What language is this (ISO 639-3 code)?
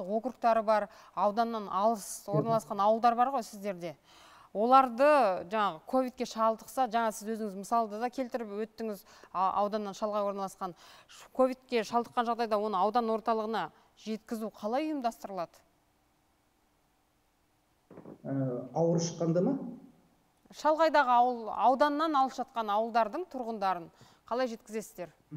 kaz